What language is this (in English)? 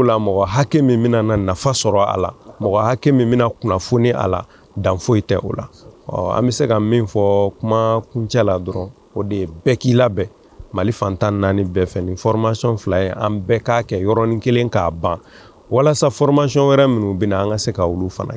Bambara